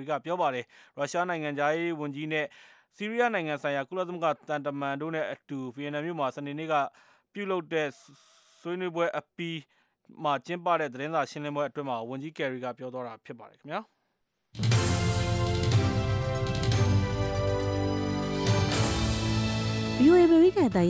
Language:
Burmese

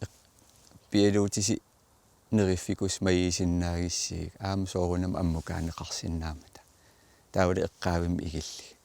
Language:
Kalaallisut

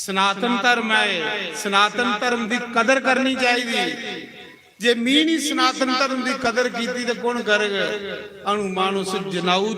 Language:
Dogri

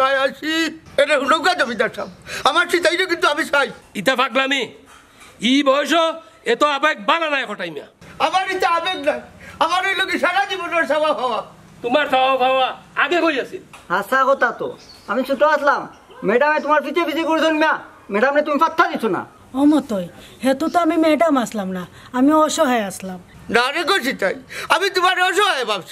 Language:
Sylheti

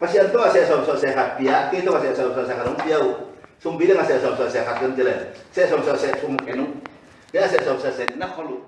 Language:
Tedim Chin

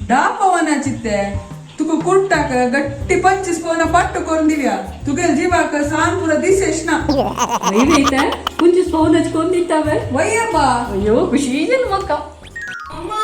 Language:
Konkani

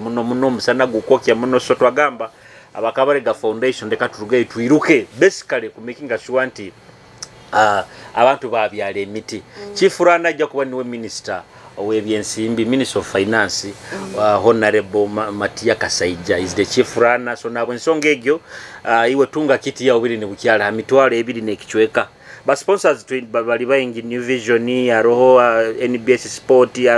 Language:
Nyoro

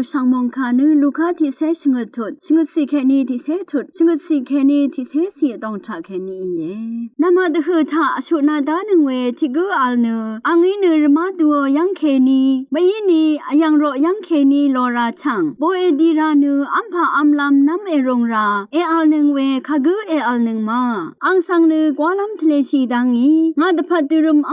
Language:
Rawang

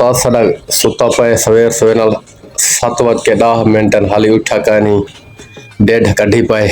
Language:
Saraiki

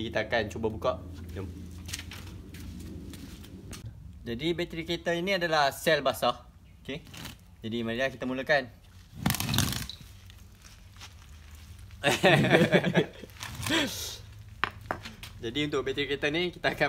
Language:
Malay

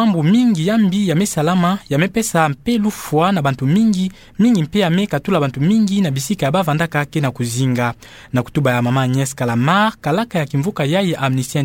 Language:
Kituba (Democratic Republic of Congo)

